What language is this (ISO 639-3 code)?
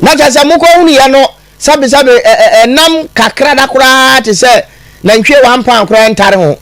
aka